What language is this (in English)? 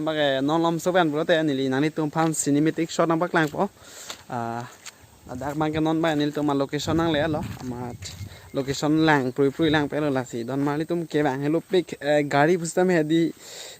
Karbi